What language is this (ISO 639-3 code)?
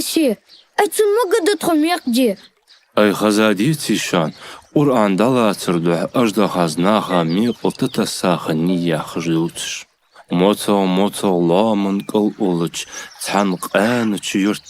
inh